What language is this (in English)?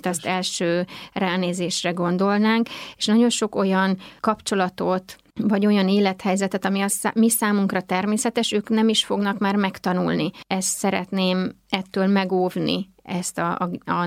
Hungarian